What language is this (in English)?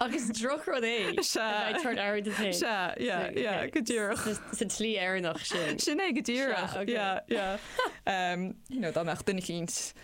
Irish